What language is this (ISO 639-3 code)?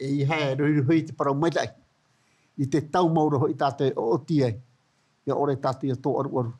tah